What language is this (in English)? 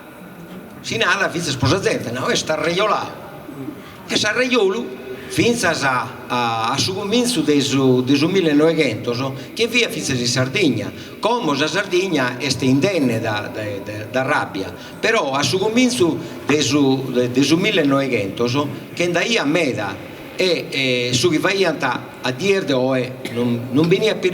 Sardinian